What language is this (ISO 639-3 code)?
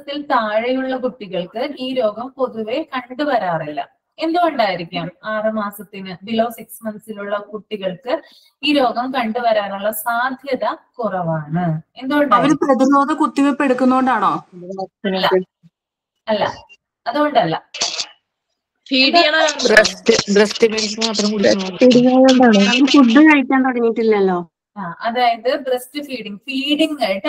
mal